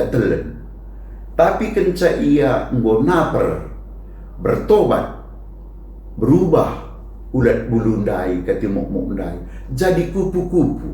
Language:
Batak Karo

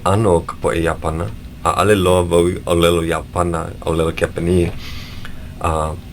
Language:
Hawaiian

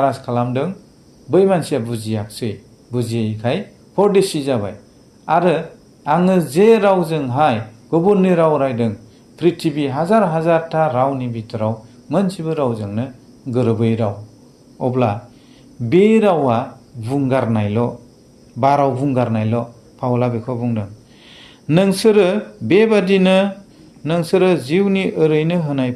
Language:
Bodo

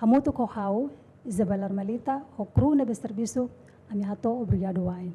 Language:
Tetum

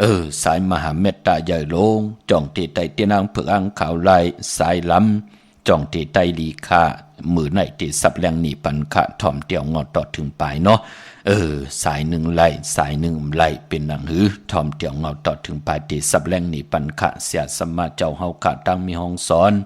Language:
Shan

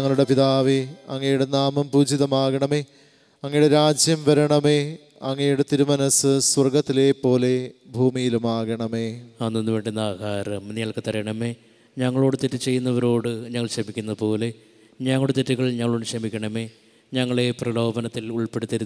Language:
Malayalam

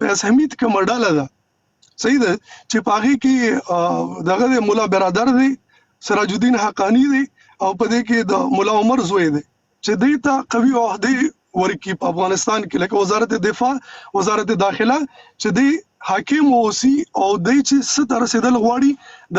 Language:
Pashto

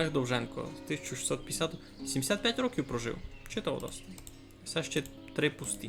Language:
Rusyn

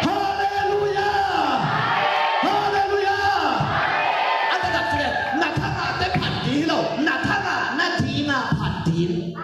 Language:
Tedim Chin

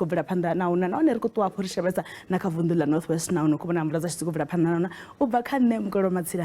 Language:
Venda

